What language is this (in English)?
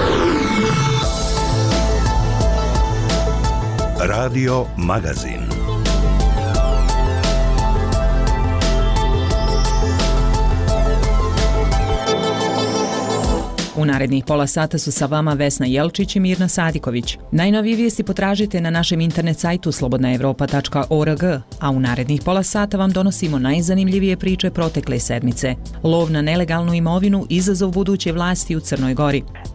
Bosnian